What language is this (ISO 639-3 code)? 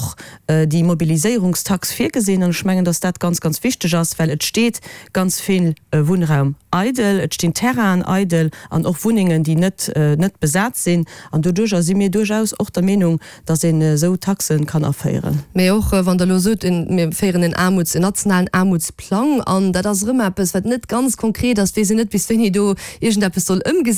ltz